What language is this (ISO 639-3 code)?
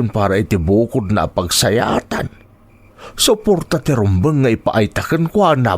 ilo